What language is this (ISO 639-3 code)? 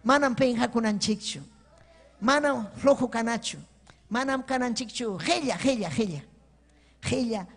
quy